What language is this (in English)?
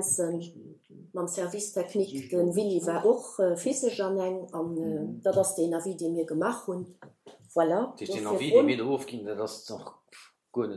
Luxembourgish